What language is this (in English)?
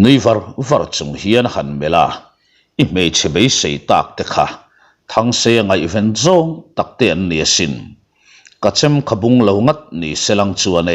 Mizo